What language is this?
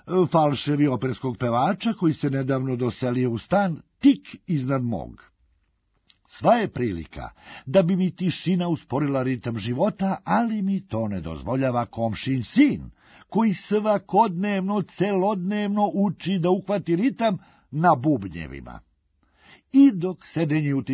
Serbian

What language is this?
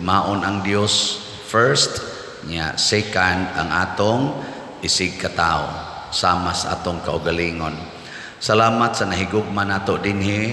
Cebuano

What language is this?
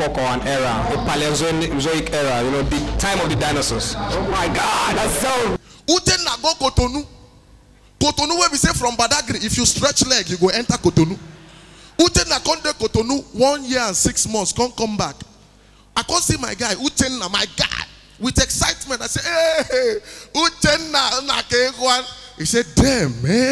Nigerian Pidgin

